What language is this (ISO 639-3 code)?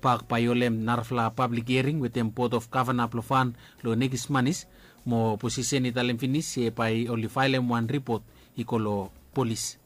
bis